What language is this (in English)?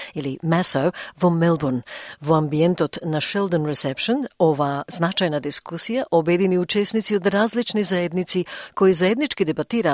Macedonian